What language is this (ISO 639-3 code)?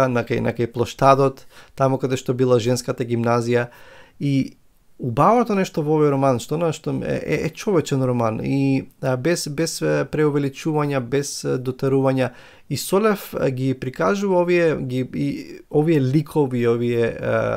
mkd